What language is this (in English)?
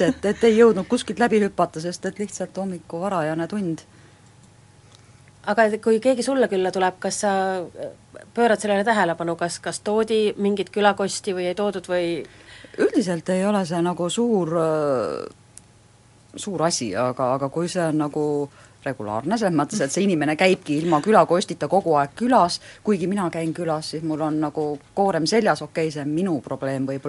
Estonian